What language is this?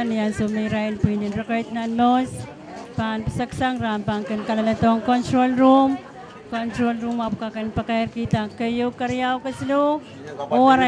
Pohnpeian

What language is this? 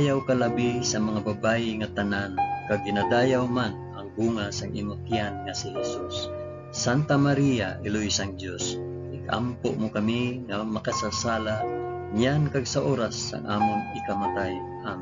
Hiligaynon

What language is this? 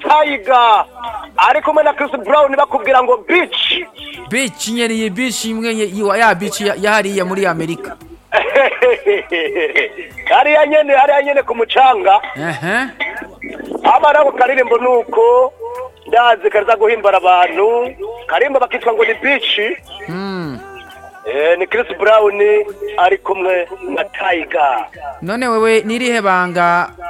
Rundi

